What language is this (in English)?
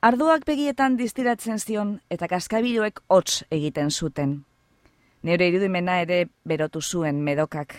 Basque